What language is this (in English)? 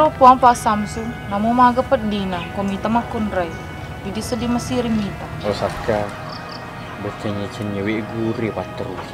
Buginese